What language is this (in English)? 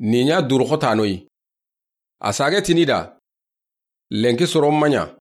Soninke